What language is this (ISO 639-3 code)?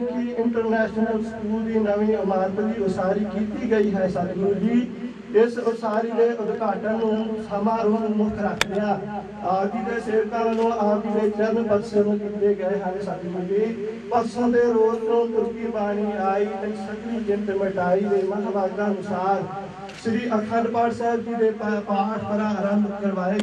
pan